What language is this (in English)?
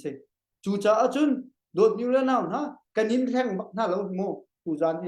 Hakha Chin